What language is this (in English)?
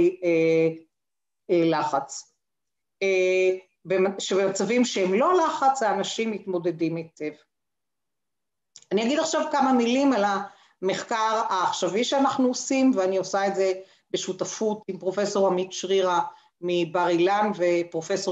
Hebrew